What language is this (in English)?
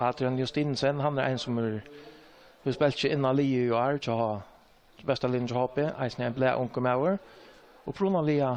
Faroese